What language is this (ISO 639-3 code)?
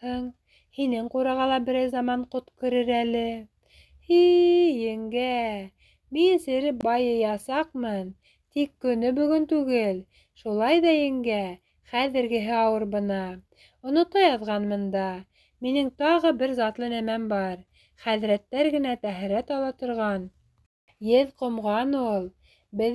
bak